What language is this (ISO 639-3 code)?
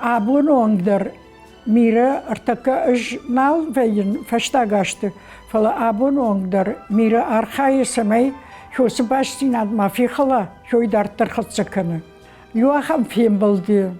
oss